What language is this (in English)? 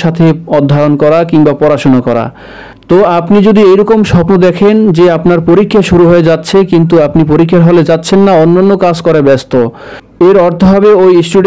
Bangla